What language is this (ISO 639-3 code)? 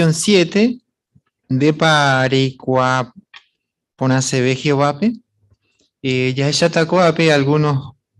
grn